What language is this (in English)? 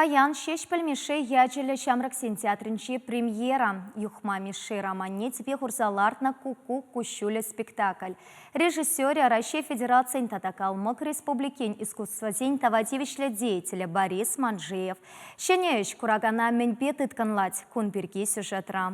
Chuvash